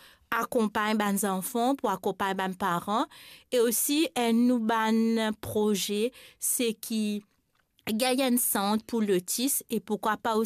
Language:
Morisyen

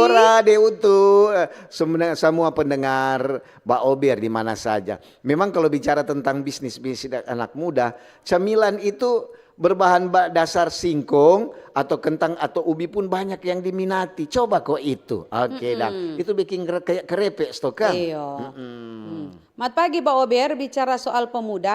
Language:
Manado Malay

